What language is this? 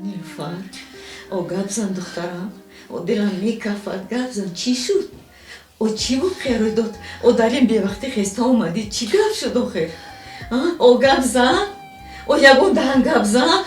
Tajik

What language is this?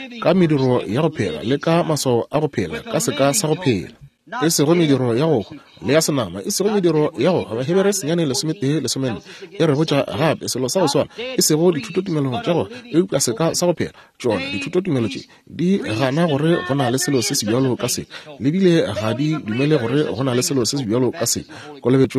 Northern Sotho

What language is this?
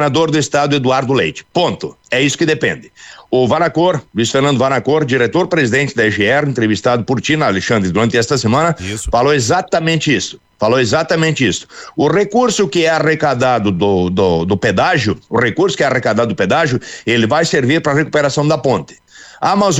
Portuguese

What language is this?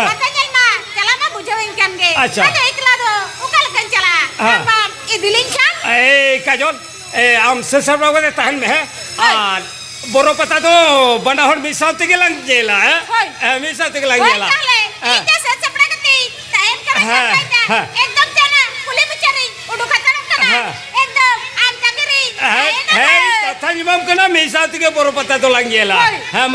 Santali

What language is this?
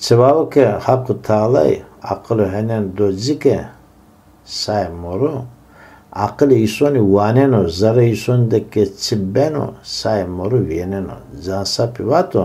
Zaza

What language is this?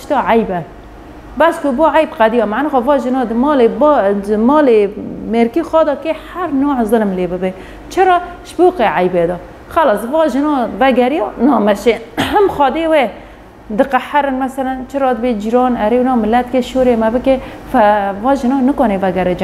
Kurdish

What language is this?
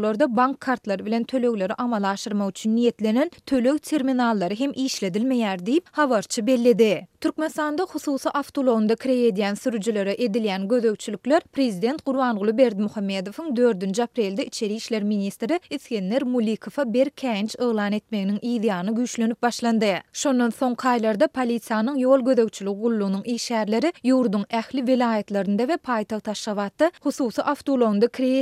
Turkmen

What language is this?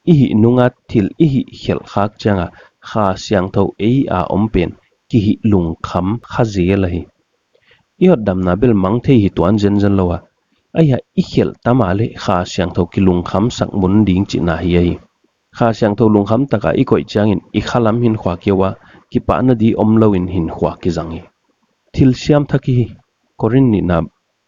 Paite Chin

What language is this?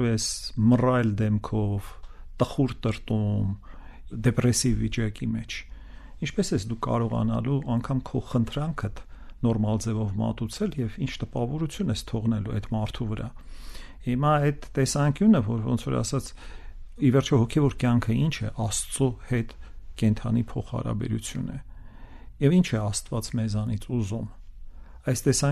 Armenian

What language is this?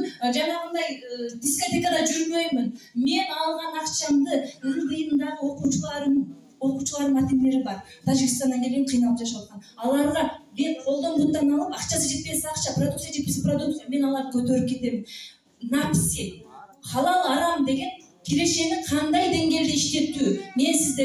Kyrgyz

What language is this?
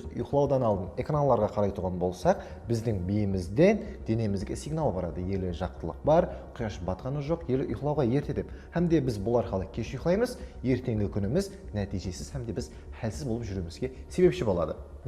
Kara-Kalpak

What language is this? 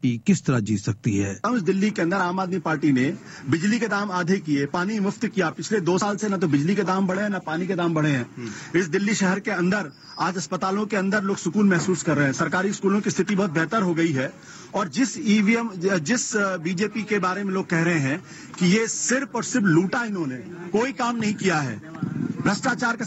Urdu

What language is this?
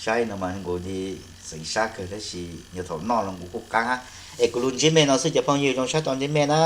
Hmong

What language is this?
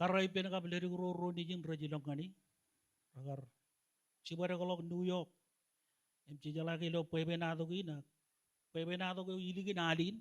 Marshallese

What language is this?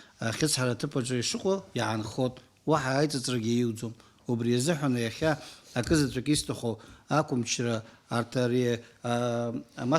Abkhazian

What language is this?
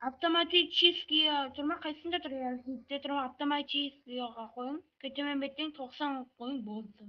Kara-Kalpak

